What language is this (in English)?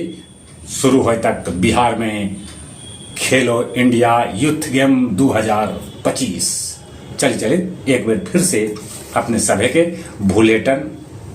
Magahi